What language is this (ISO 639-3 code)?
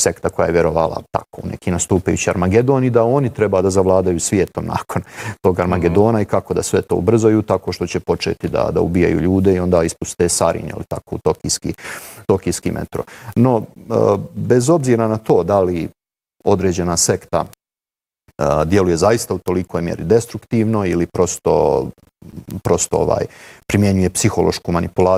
bos